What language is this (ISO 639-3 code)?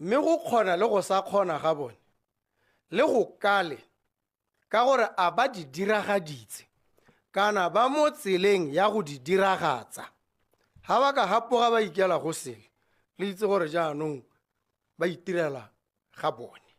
tsn